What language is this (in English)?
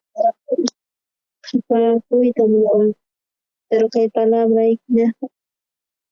South Bolivian Quechua